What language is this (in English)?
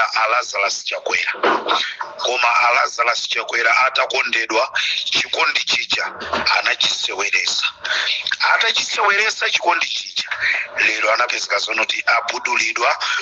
Nyanja